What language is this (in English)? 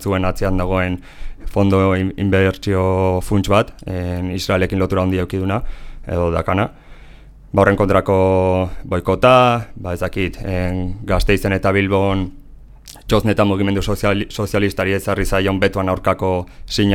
Basque